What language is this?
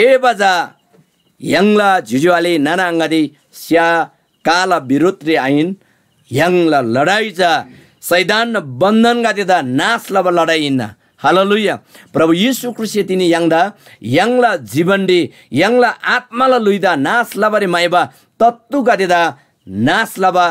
Eastern Tamang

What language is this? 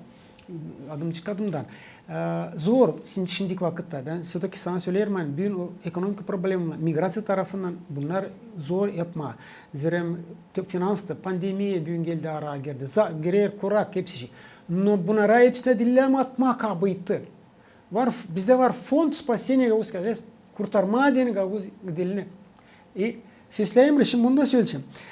Gagauz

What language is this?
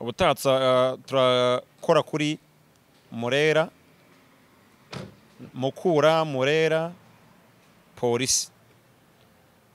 Kinyarwanda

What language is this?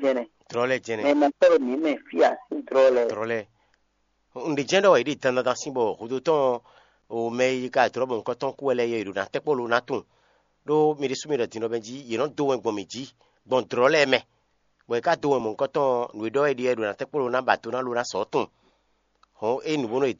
Fon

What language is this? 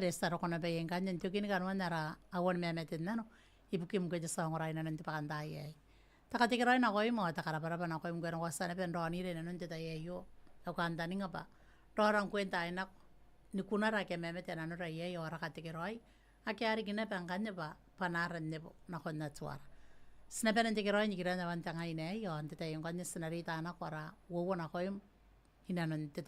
Gilbertese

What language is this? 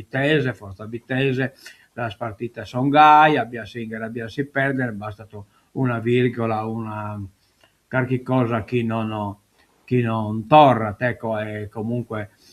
Sardinian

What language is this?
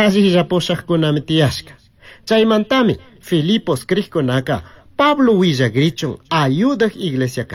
Chimborazo Highland Quichua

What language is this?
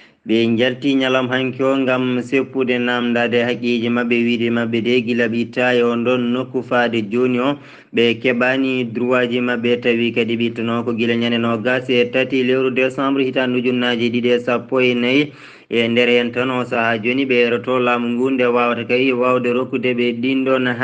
Fula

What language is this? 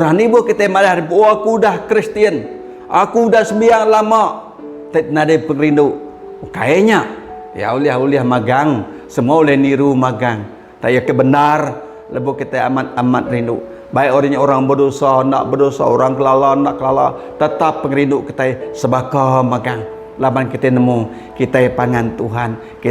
Iban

